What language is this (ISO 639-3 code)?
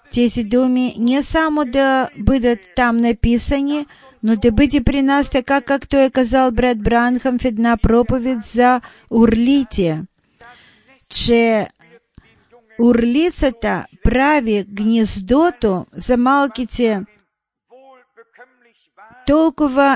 bul